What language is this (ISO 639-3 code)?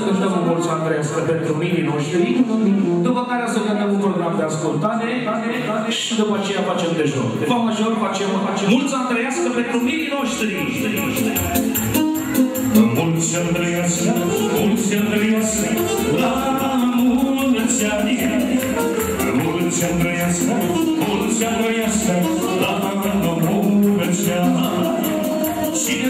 ron